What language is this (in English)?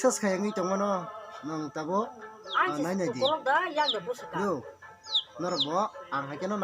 Kok Borok